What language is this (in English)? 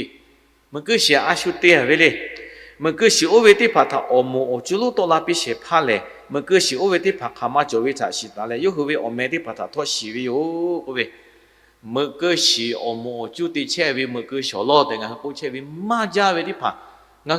Lahu